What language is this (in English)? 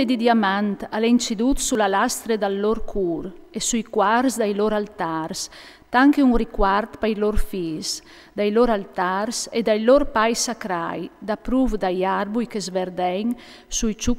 Friulian